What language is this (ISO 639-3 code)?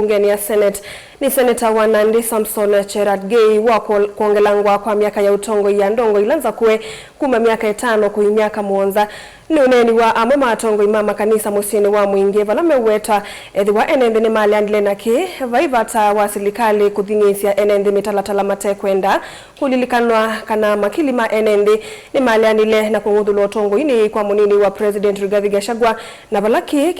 kam